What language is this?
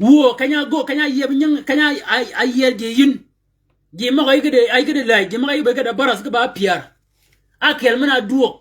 Shilluk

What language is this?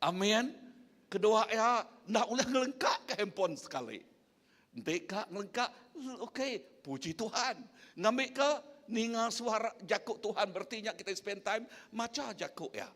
Iban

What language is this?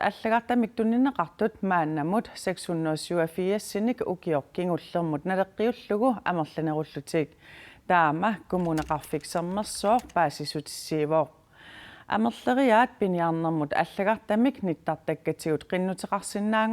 Kalaallisut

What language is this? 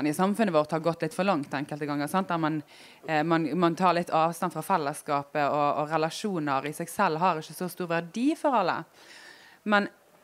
Norwegian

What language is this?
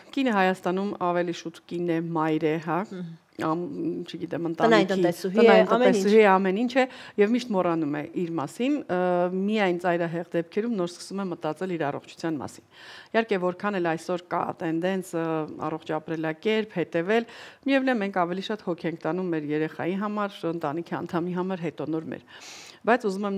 Armenian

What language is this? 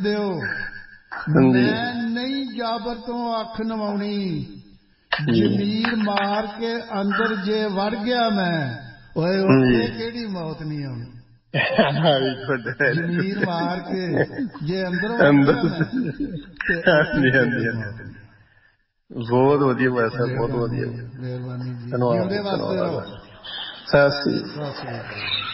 Punjabi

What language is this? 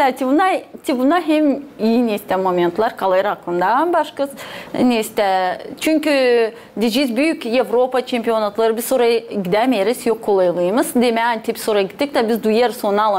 Gagauz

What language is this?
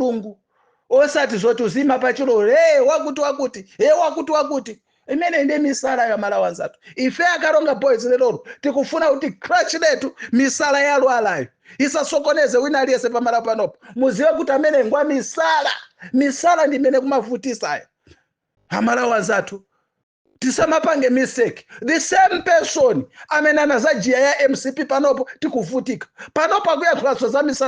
Nyanja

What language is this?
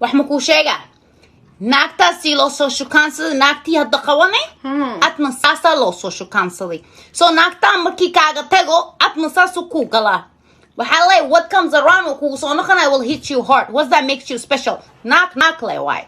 Somali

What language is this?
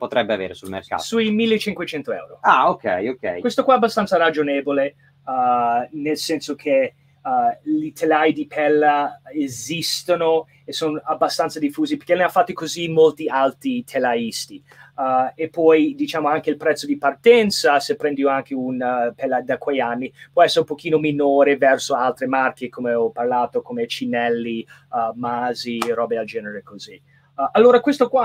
Italian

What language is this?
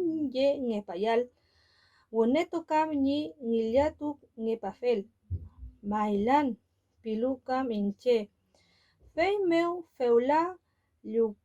Mapuche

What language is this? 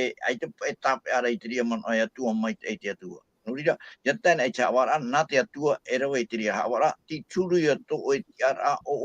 Tahitian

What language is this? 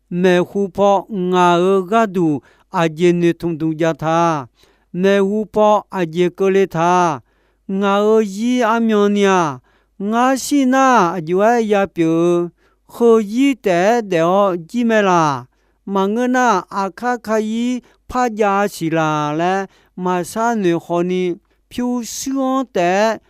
Akha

